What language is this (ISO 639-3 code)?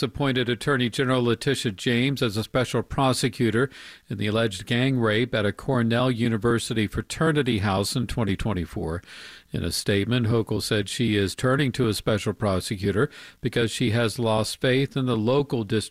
eng